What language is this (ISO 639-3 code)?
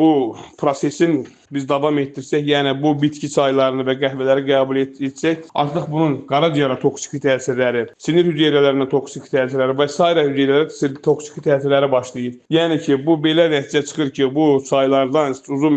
aze